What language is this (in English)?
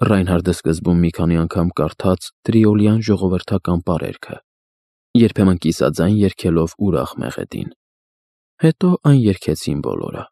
Armenian